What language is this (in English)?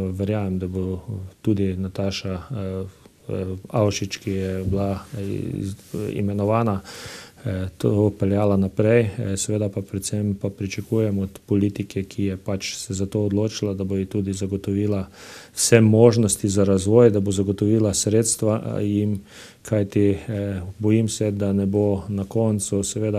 Slovenian